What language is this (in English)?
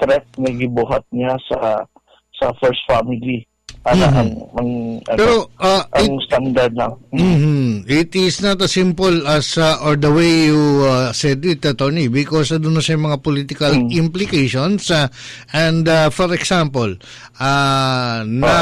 Cebuano